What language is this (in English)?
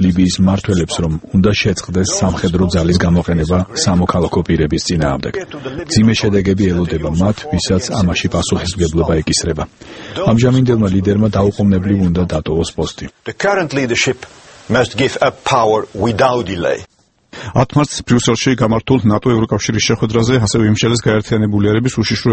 Georgian